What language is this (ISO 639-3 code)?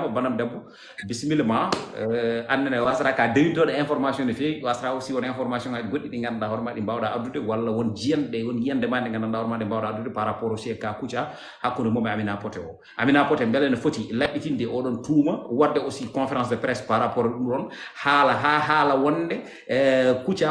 ful